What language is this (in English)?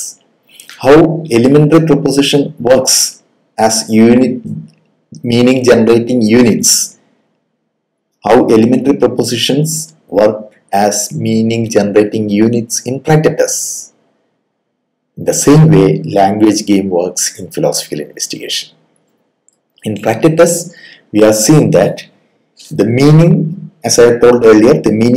English